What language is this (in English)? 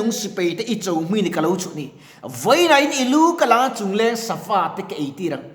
Mizo